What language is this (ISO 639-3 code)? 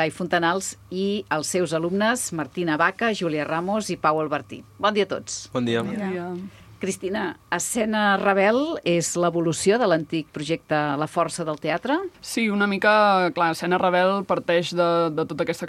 cat